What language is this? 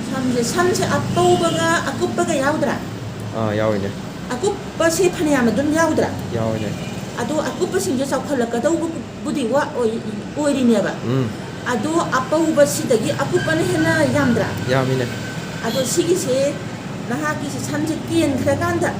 Manipuri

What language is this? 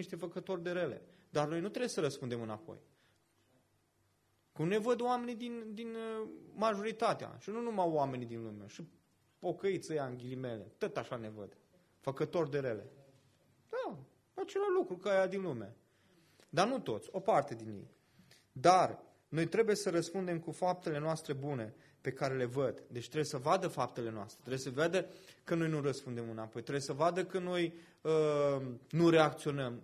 Romanian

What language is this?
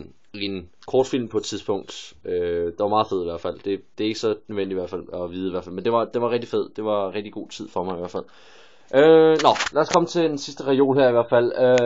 Danish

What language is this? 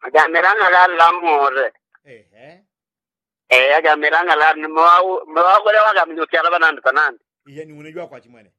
Yao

